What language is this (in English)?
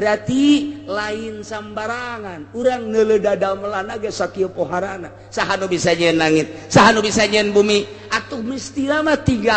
Sundanese